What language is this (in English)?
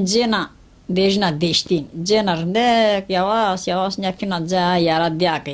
Zaza